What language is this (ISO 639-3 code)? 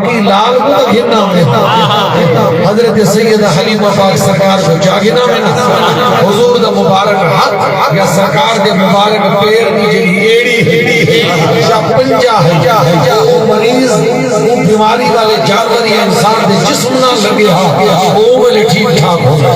skr